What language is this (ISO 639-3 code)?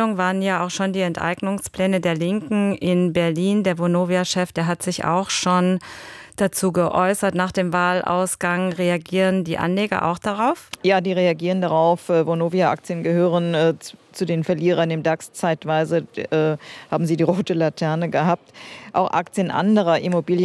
deu